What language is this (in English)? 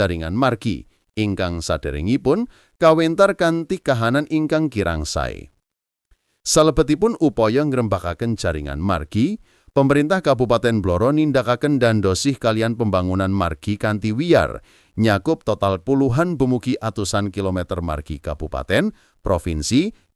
Javanese